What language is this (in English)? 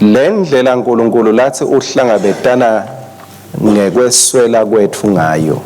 Swati